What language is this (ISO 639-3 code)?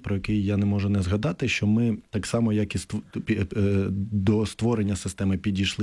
ukr